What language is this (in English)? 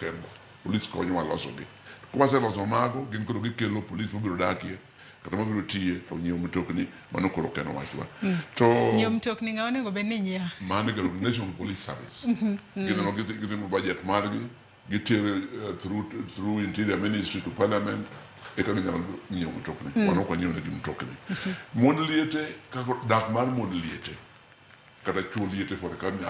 Luo (Kenya and Tanzania)